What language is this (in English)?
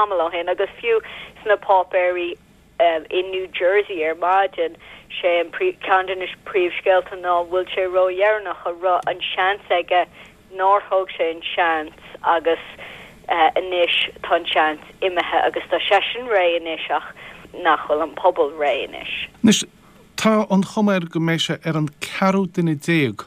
Irish